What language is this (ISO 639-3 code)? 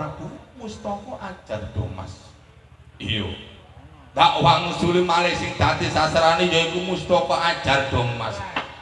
jav